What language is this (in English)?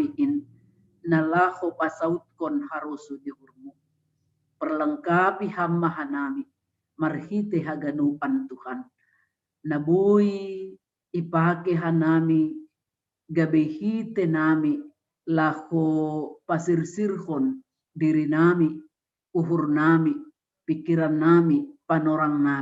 Batak Simalungun